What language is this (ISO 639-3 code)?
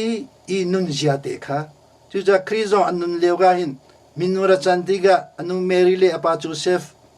cnh